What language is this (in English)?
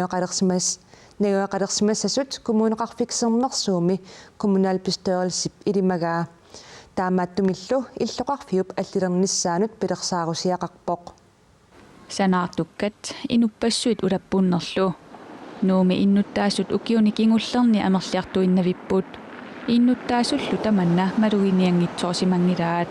Kalaallisut